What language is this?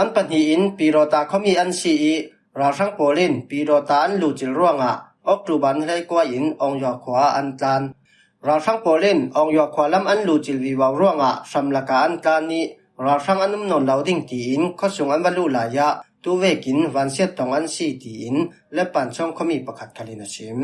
Falam Chin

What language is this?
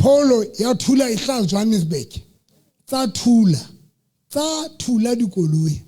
Southern Sotho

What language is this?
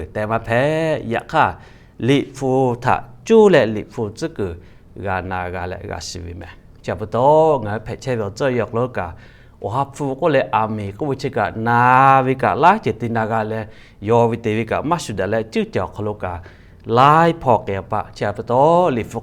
Lahu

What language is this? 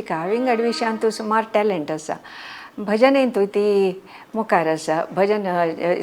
Konkani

